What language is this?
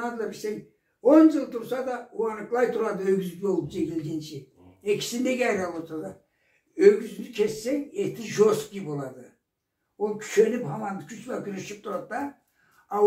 Karachay-Balkar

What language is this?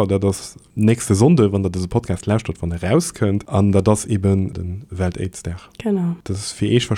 Luxembourgish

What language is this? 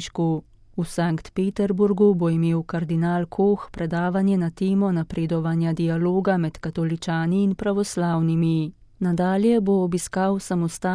Slovenian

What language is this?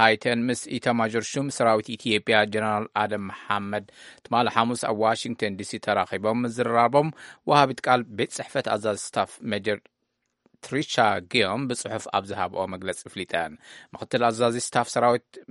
Tigrinya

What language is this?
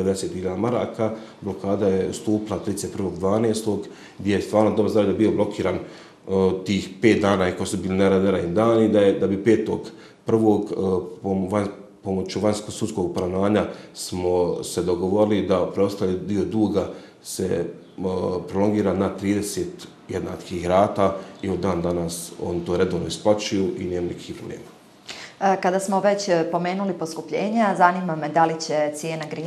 Bosnian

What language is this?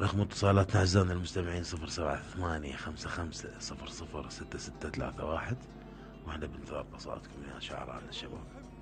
Mesopotamian Arabic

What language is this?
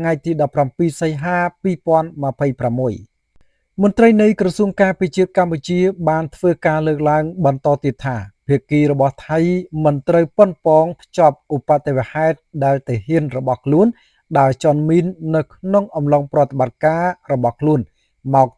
Khmer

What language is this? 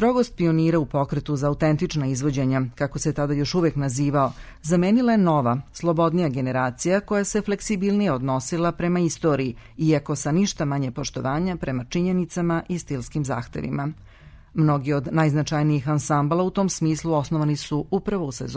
Serbian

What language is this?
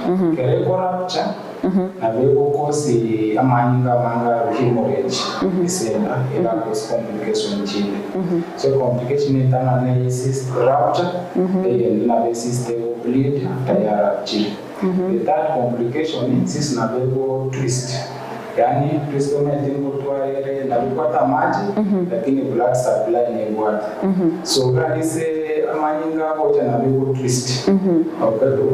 Gusii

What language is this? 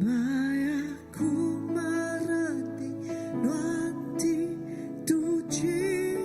Iban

